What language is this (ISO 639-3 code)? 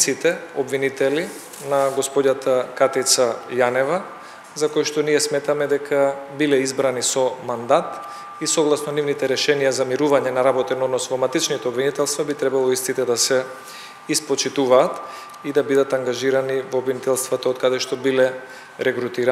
mkd